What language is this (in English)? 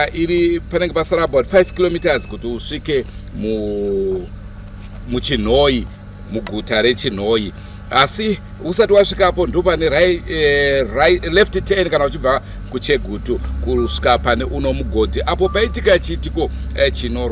Shona